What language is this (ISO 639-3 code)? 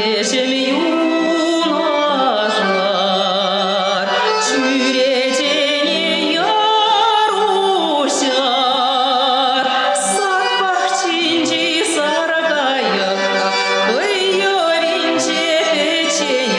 chv